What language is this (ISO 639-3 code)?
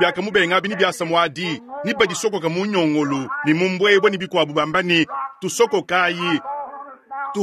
lua